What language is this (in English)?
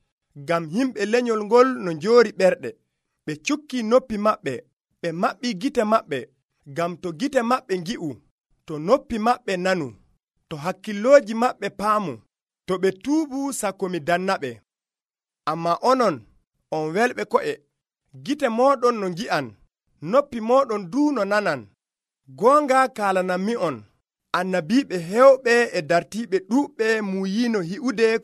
Nigerian Fulfulde